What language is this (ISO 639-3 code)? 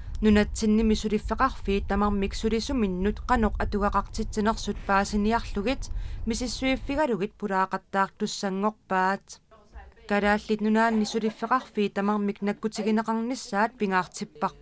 kal